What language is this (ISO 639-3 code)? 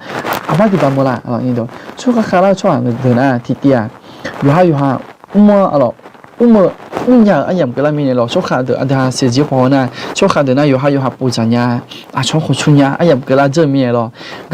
ahk